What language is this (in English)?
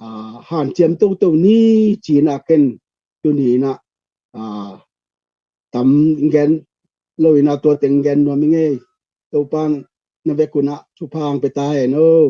Tedim Chin